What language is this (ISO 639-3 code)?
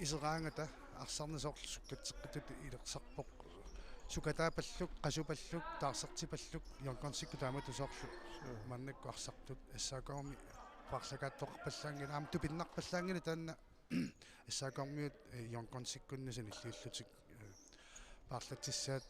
kal